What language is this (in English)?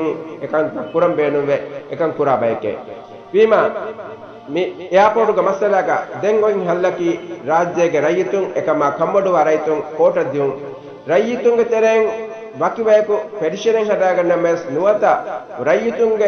Divehi